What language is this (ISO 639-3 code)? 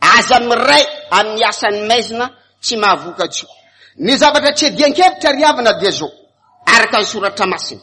mlg